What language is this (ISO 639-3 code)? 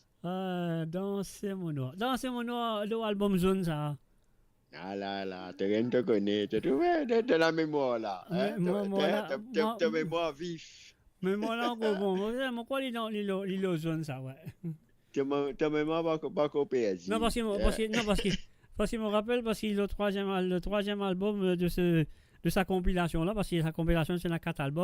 mfe